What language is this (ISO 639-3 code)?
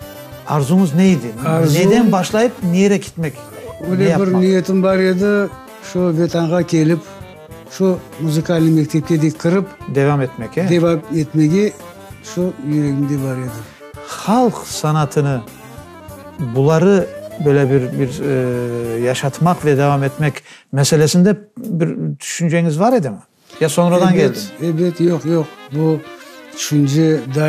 crh